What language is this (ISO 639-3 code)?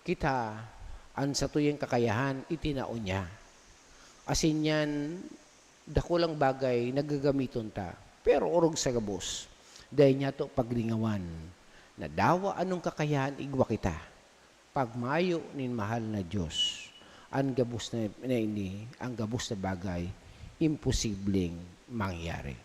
bik